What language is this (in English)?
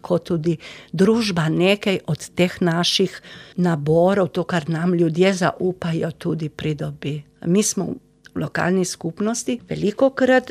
Slovenian